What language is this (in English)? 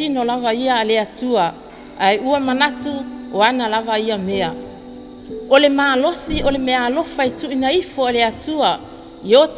Samoan